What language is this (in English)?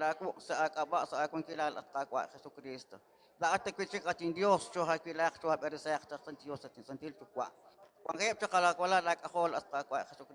Kekchí